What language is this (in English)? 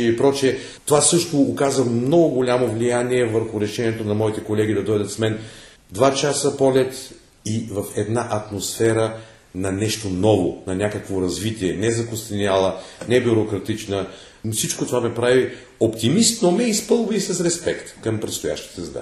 Bulgarian